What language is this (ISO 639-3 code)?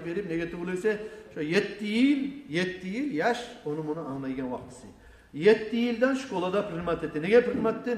kum